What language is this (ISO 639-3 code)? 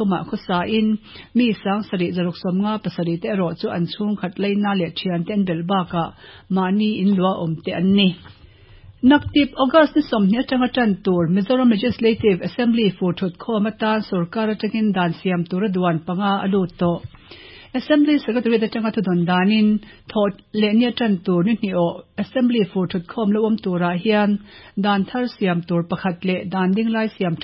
lus